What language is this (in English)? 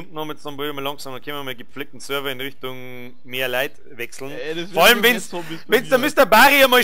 Bavarian